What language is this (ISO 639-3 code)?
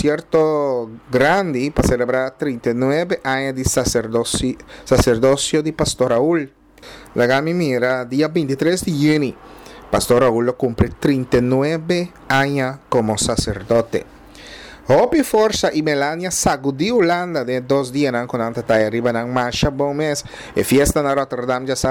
pap